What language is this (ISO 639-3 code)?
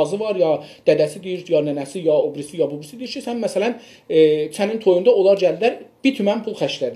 azb